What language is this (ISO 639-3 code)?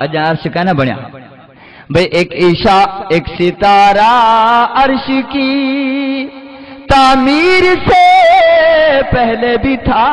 skr